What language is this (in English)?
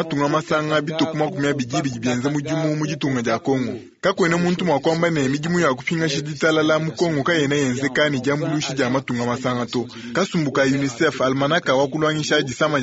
Luba-Lulua